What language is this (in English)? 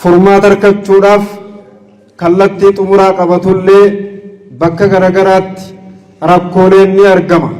Oromo